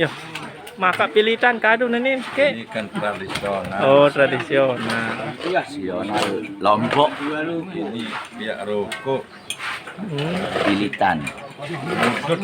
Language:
Sasak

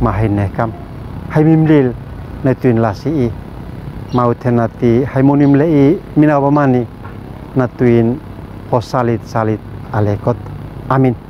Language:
Uab Meto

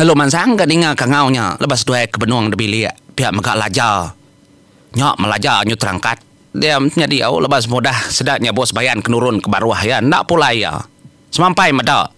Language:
Iban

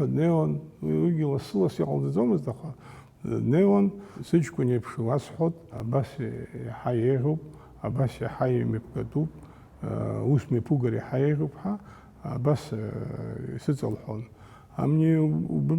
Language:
Abkhazian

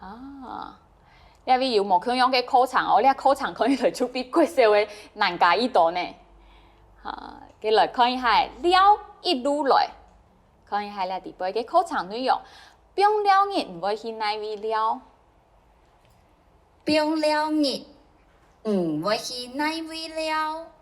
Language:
Hakka Chinese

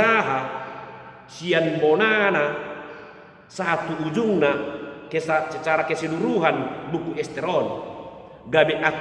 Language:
Batak Toba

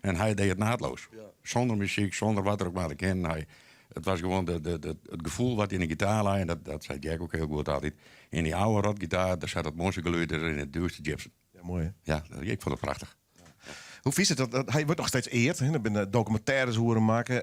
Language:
Western Frisian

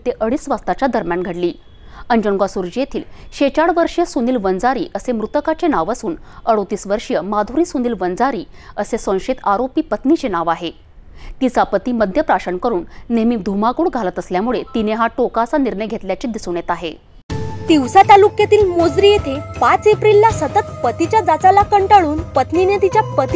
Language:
Marathi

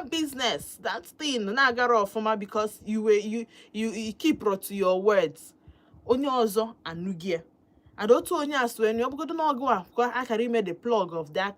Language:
Igbo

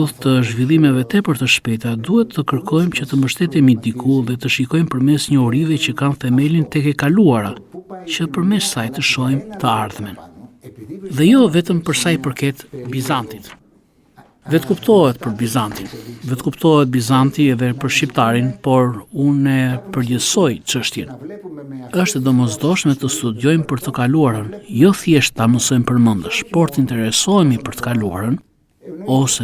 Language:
Albanian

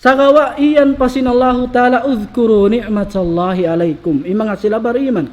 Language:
Tausug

